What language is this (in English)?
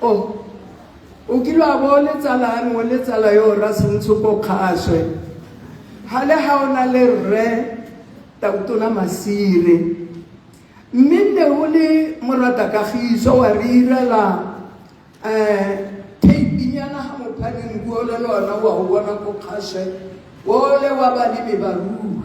Tswana